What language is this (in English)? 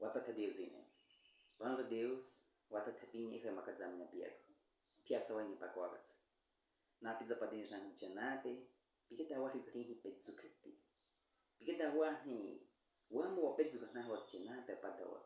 Baniwa